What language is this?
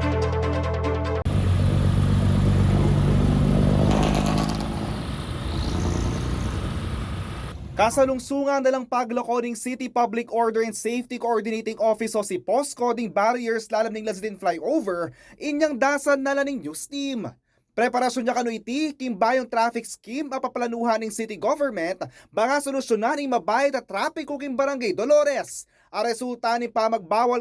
Pampanga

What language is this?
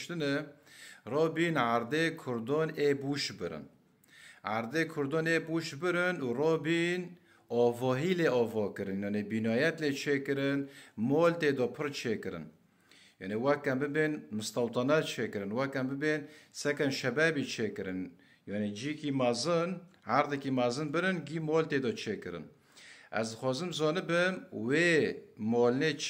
Kurdish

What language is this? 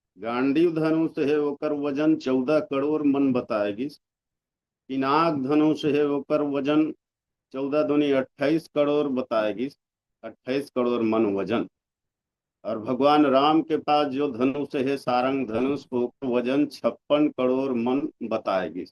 Chhattisgarhi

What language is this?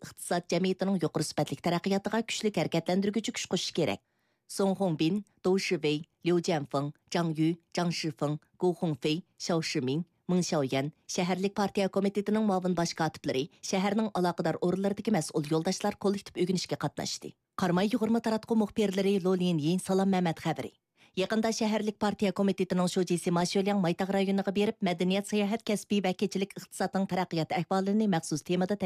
Uyghur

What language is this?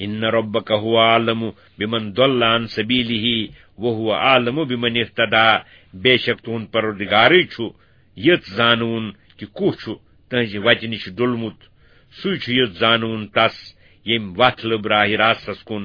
Kashmiri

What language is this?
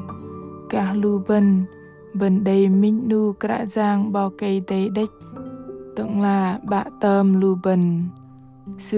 Bahnar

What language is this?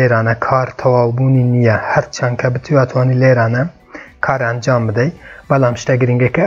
Central Kurdish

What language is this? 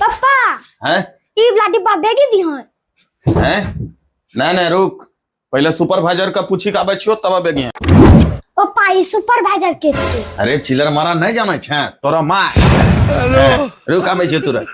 Angika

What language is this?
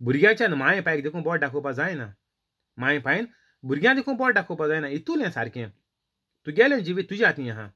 Konkani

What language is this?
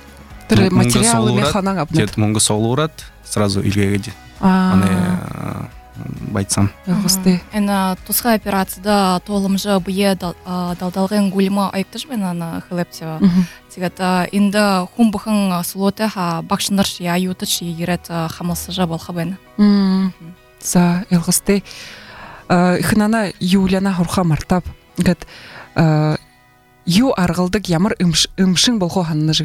Buriat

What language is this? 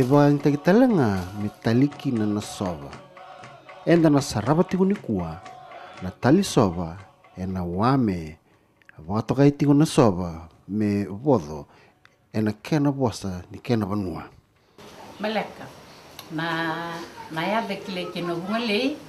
Fijian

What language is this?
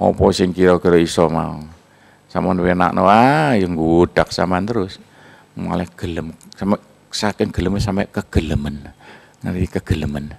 Javanese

